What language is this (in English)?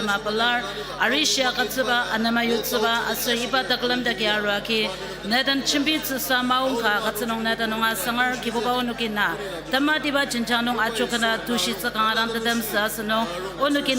Ao Naga